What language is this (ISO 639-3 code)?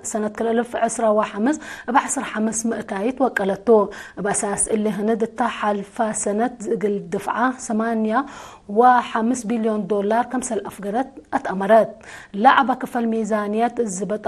tig